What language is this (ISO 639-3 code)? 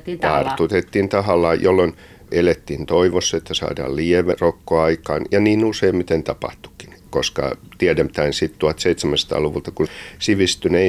fin